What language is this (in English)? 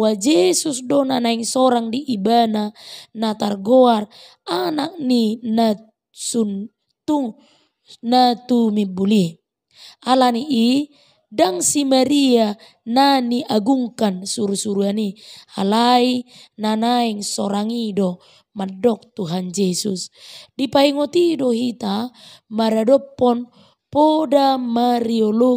Batak Toba